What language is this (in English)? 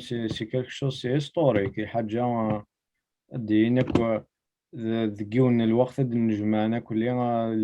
Kabyle